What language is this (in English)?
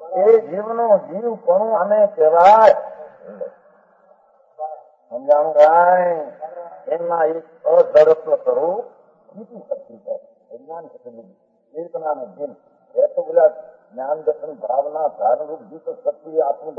Gujarati